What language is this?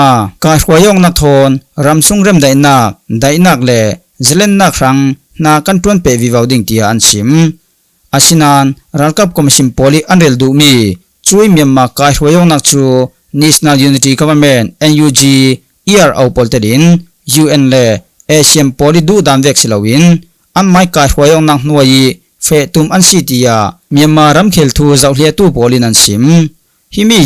Falam Chin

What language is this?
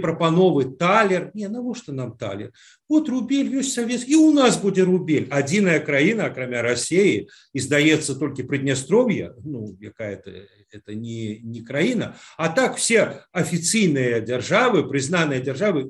Belarusian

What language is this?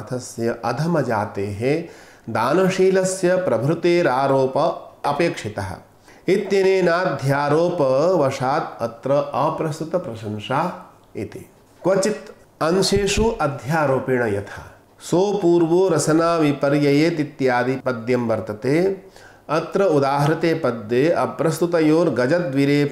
Sanskrit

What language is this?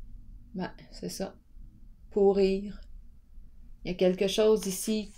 French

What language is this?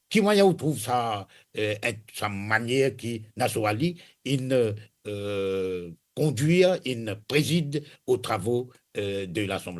Morisyen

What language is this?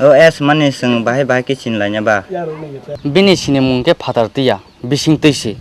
Kok Borok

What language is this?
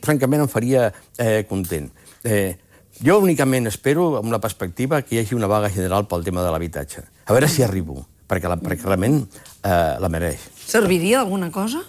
Catalan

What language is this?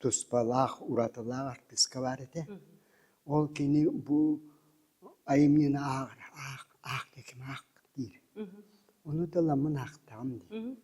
Yakut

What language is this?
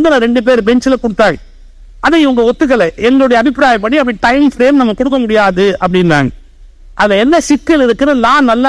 Tamil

